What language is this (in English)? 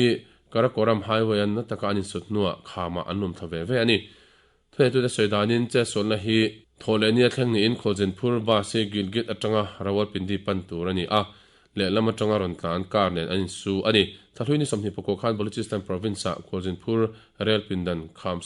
Mizo